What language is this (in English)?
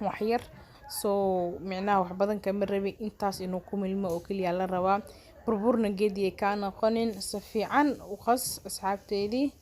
Somali